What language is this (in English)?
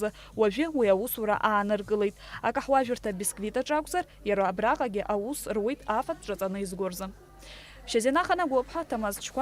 Abkhazian